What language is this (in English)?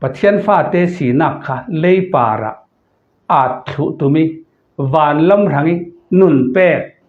Falam Chin